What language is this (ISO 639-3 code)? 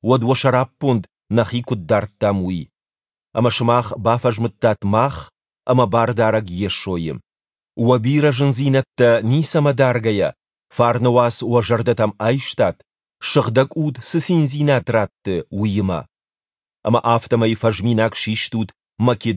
oss